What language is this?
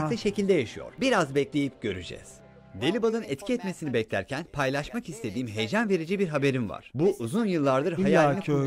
Turkish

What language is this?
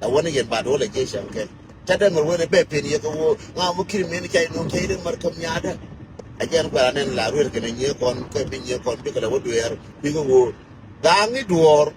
Nuer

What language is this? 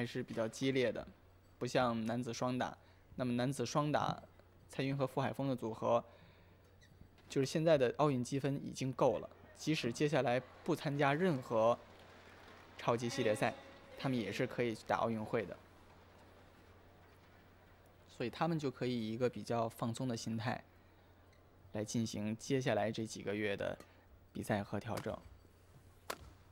Chinese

